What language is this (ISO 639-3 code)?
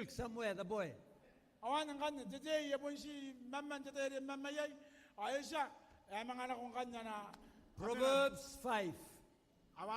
gil